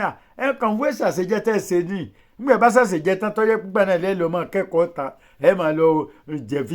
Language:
Yoruba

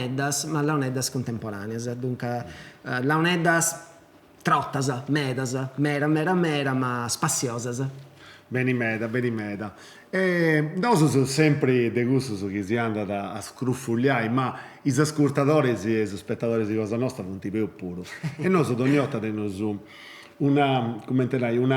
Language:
Sardinian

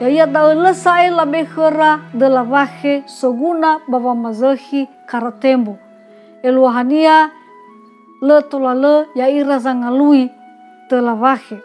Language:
Nias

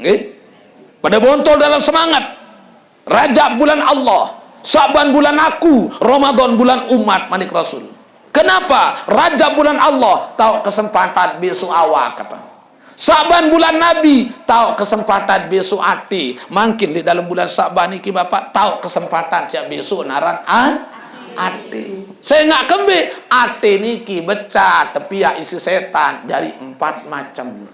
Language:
Sasak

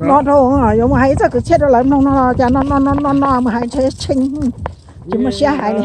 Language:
Hmong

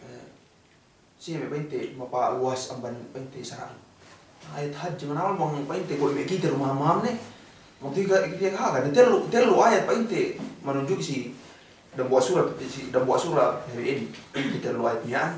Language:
Yakan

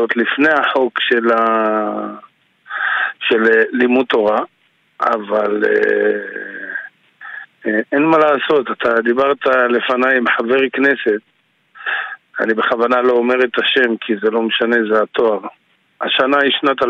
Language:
Hebrew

